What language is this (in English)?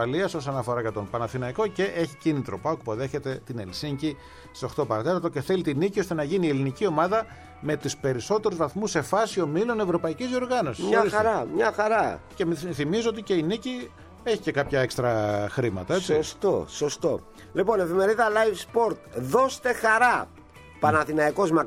Greek